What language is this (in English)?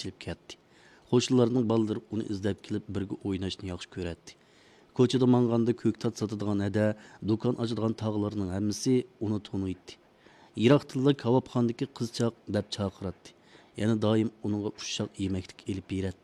Uyghur